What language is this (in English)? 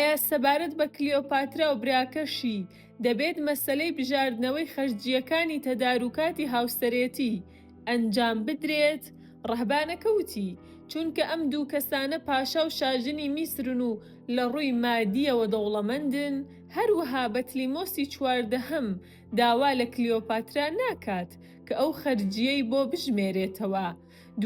Central Kurdish